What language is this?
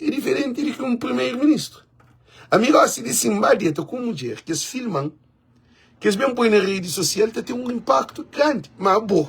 Kabuverdianu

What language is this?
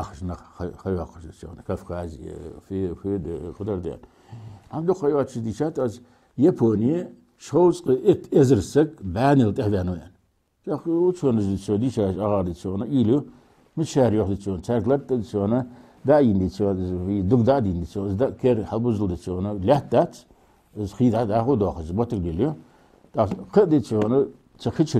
Ingush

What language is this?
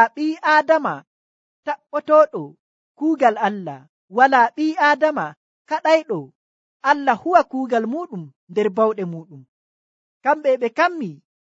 Nigerian Fulfulde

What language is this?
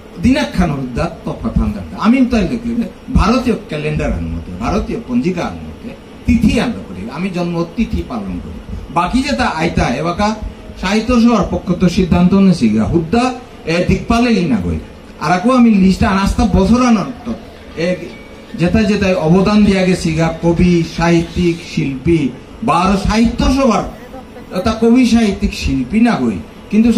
Bishnupriya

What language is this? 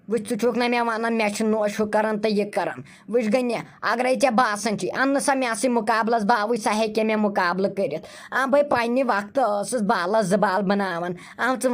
Kashmiri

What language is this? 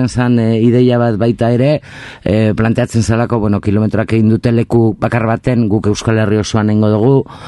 Basque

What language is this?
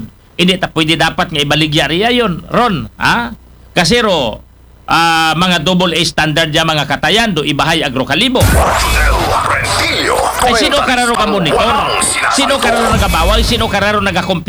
Aklanon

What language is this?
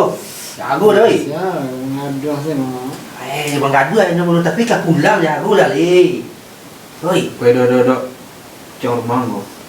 Minangkabau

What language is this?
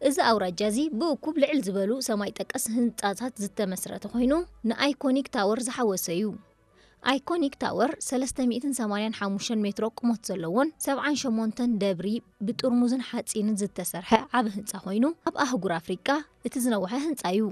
Tigrinya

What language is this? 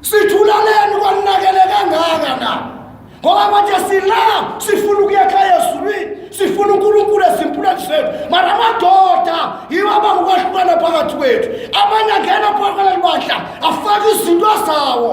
Zulu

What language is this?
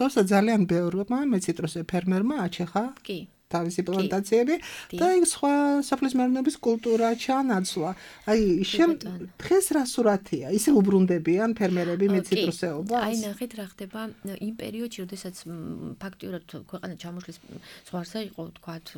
Georgian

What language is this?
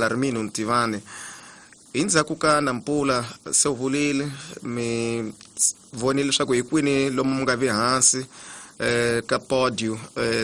Tsonga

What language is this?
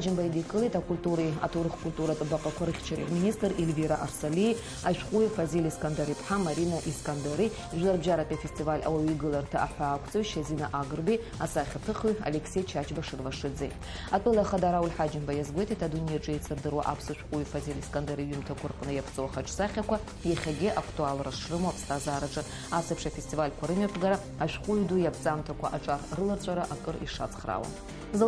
Abkhazian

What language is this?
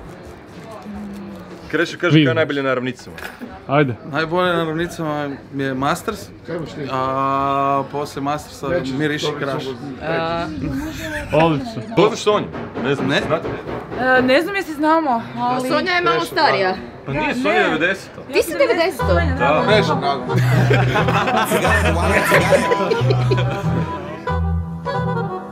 Croatian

